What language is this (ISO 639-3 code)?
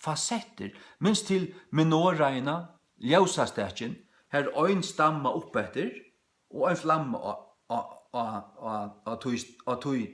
fao